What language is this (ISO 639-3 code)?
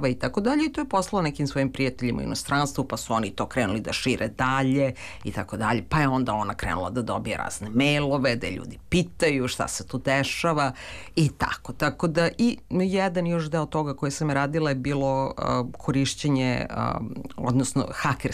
srp